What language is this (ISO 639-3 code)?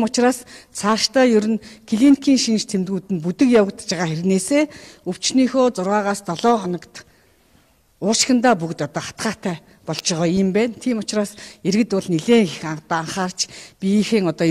mon